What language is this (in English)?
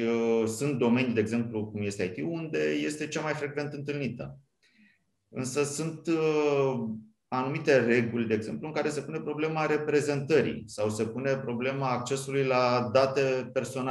Romanian